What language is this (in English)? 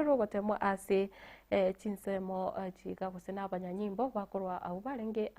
Gusii